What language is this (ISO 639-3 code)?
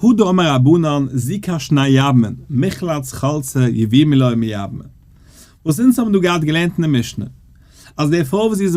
yid